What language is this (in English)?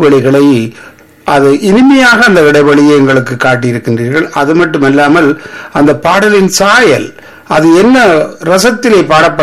Tamil